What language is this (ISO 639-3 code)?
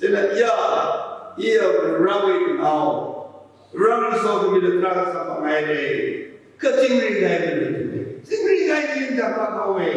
nmf